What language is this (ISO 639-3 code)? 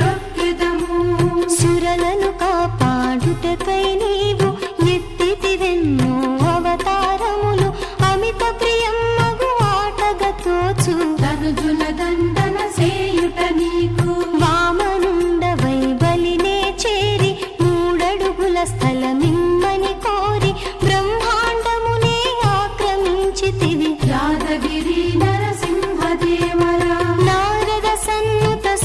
tel